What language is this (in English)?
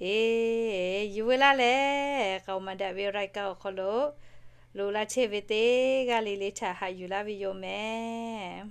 Lahu